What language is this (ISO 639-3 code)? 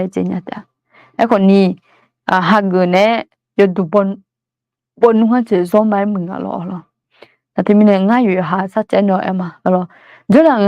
ahk